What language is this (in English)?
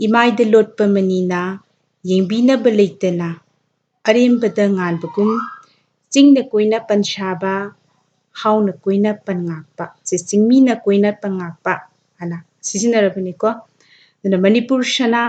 Manipuri